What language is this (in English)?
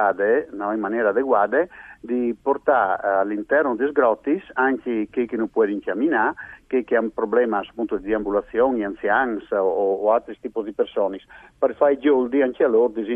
Friulian